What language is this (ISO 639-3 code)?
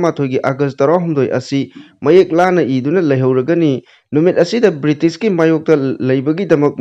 mni